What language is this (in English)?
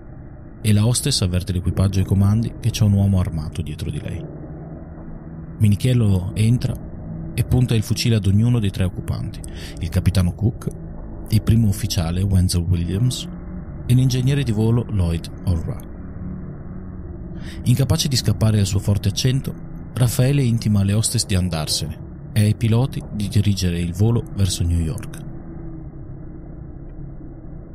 Italian